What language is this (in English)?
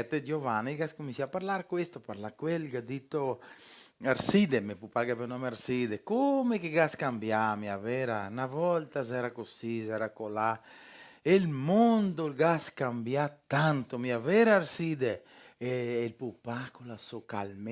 Venetian